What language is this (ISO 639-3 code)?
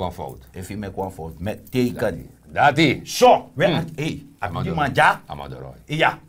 srn